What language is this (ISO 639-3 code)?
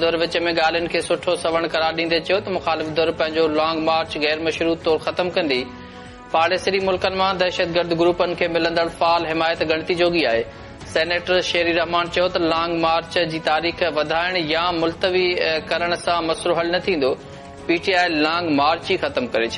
snd